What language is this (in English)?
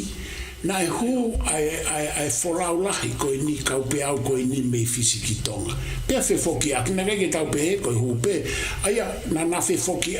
Tongan